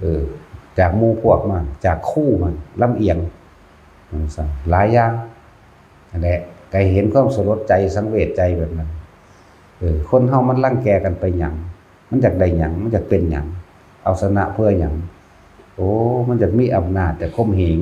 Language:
Northeastern Thai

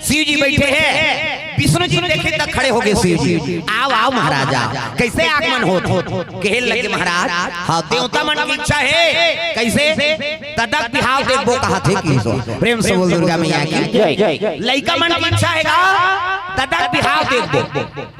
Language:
Chhattisgarhi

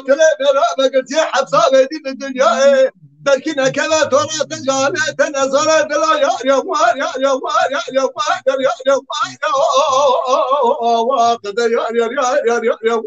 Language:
Kurdish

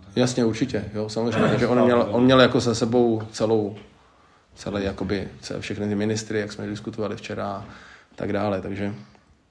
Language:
Czech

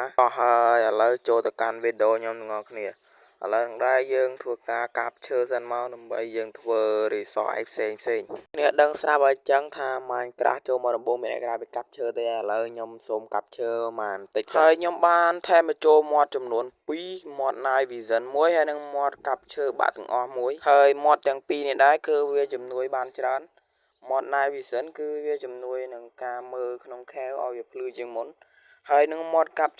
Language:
Khmer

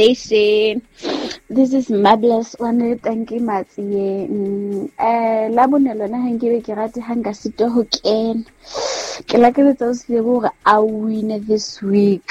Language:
Southern Sotho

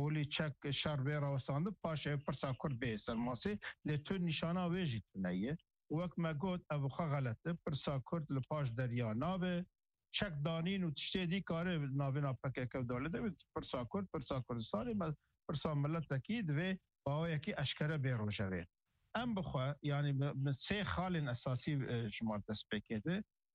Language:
Kurdish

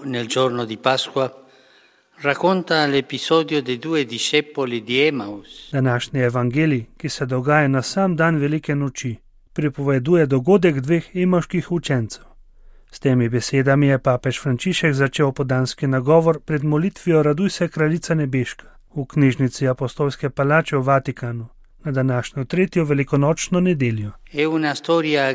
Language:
Slovenian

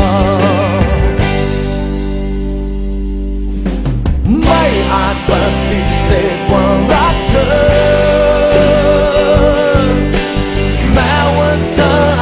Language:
Thai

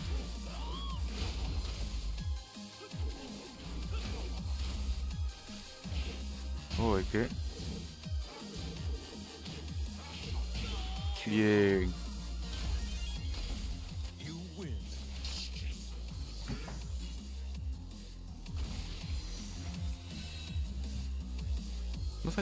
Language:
Spanish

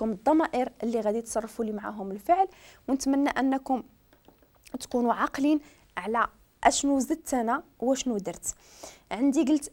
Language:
Moroccan Arabic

